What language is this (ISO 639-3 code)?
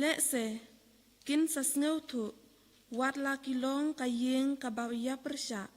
kha